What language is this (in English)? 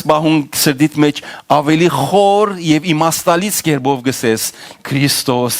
Western Armenian